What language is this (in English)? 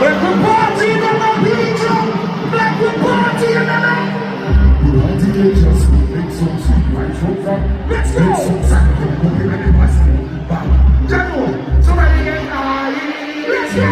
Jamaican Creole English